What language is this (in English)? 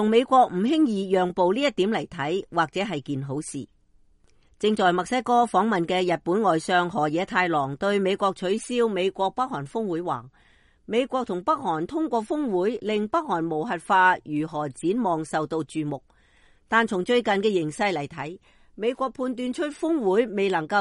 Cantonese